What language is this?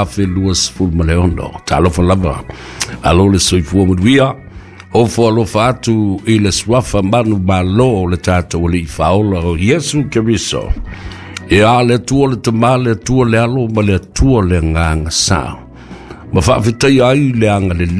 Samoan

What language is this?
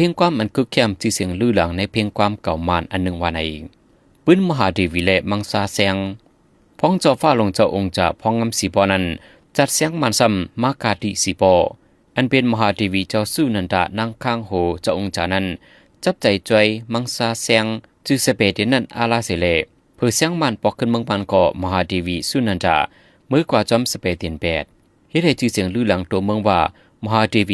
Shan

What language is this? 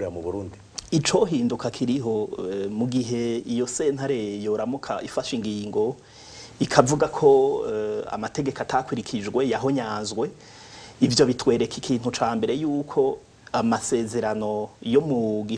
Rundi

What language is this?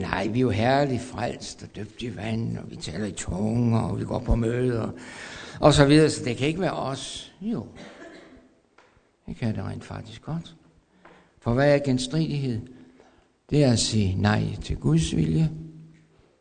Danish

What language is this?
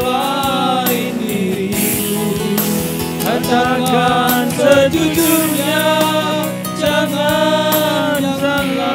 Batak Karo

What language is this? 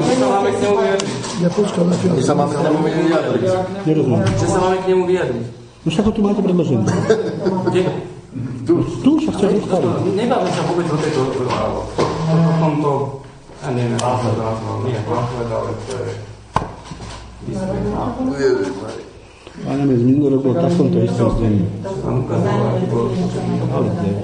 Slovak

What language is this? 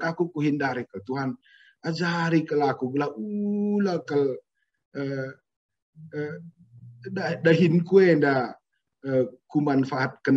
Batak Karo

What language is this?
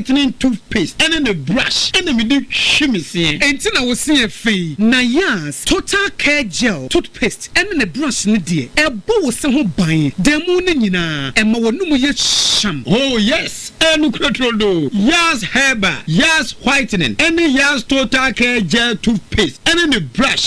Akan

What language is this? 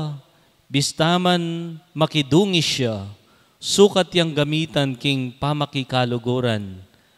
Pampanga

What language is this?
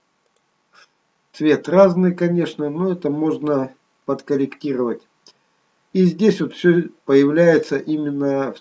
Russian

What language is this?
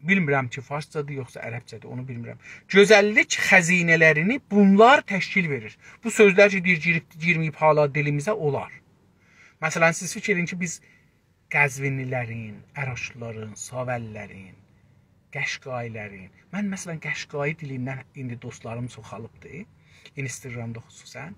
South Azerbaijani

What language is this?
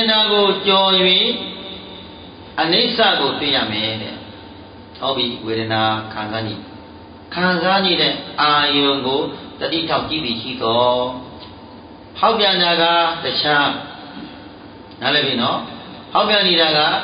Burmese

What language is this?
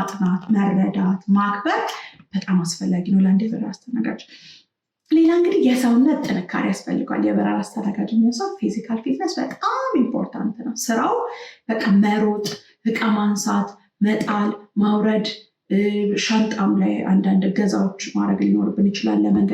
Amharic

